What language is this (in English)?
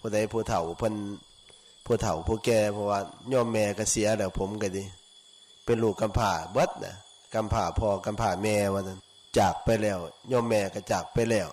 Northeastern Thai